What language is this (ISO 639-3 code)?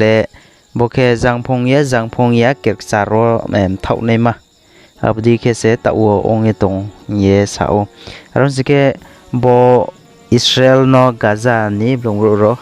ria